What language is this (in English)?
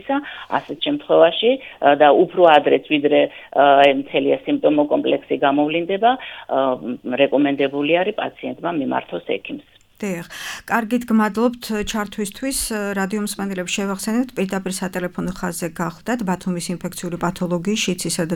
Georgian